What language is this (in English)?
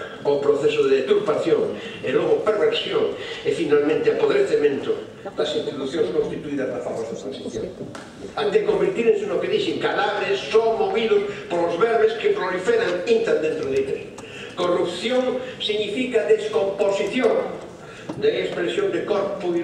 Galician